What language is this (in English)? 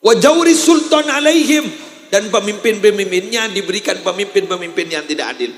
Madurese